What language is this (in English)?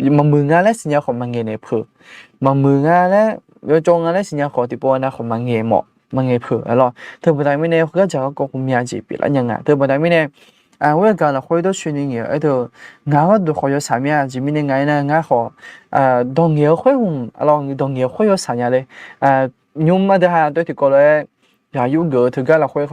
Akha